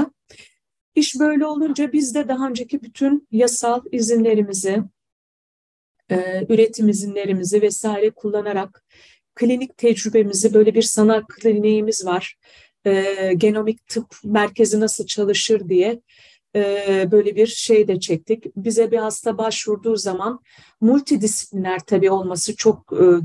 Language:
Turkish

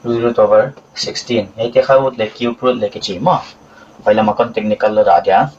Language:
Paite Chin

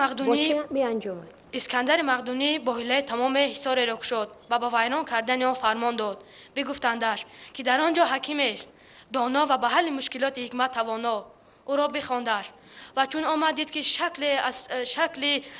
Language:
Tajik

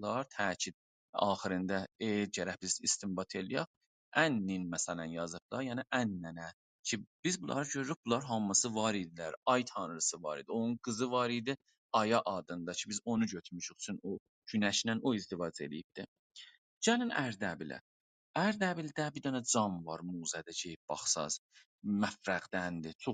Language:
South Azerbaijani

